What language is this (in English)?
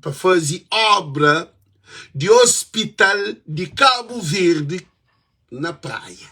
Kabuverdianu